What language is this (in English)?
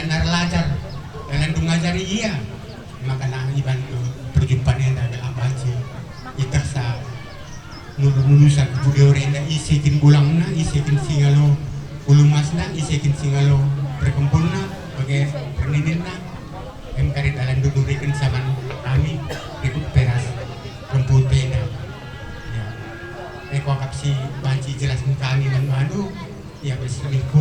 Batak Karo